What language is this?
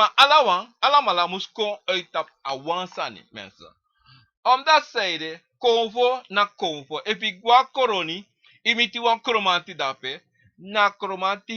Sranan Tongo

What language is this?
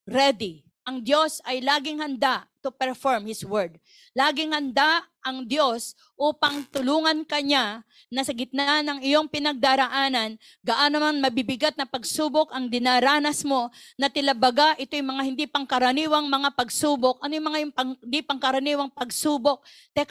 Filipino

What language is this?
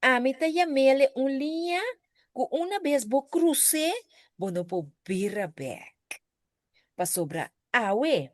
Papiamento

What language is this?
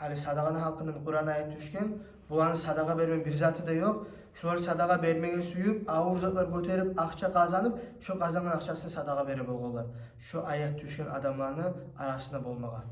Kumyk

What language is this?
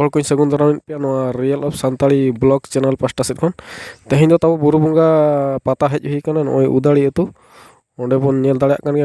Santali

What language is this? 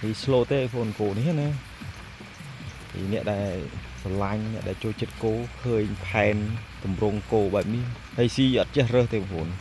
Khmer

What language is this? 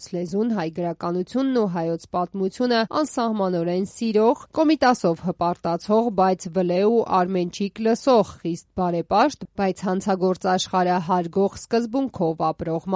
Armenian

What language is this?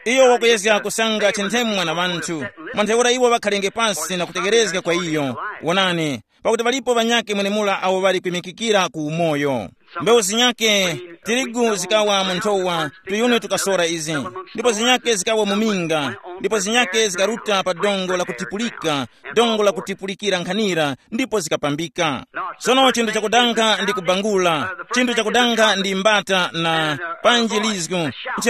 Tumbuka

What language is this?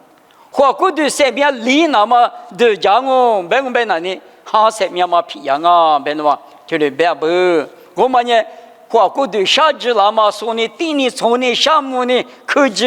Lisu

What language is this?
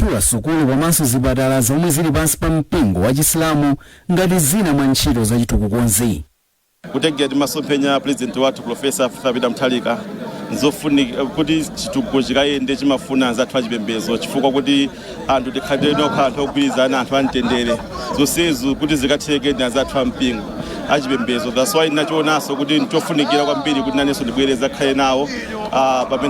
Nyanja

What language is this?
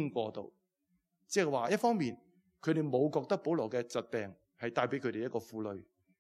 Cantonese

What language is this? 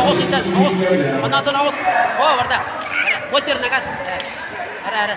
Yakut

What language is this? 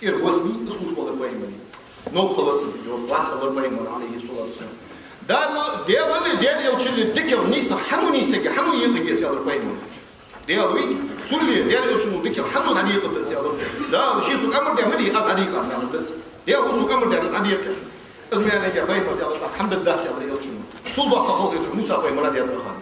Ingush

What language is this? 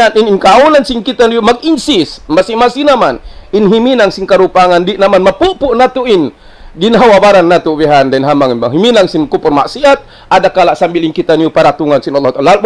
Tausug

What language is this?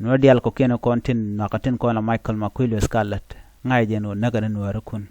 Nuer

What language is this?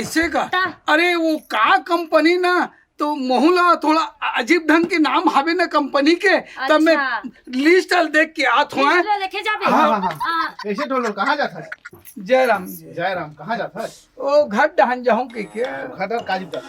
Chhattisgarhi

